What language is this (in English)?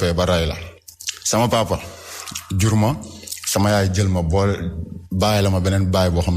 Wolof